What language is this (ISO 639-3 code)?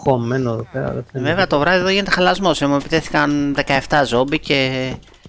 ell